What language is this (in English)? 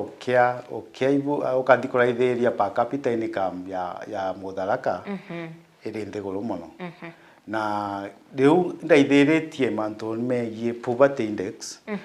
Meru